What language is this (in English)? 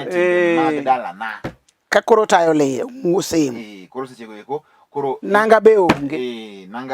Luo (Kenya and Tanzania)